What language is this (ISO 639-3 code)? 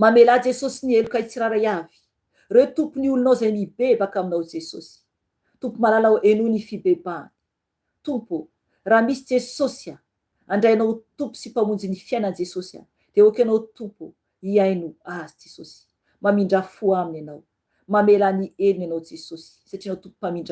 mlg